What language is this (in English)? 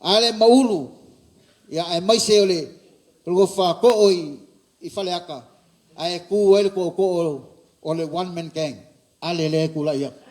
Samoan